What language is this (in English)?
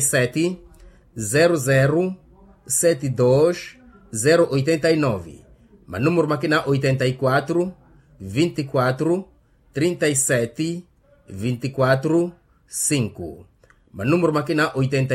Makhuwa